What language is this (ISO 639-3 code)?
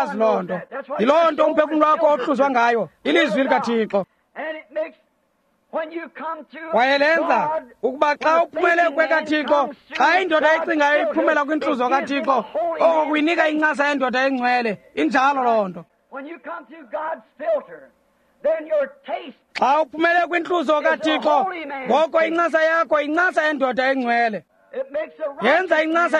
xho